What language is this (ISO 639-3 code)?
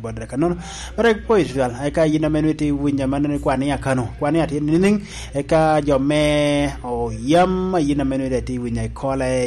laj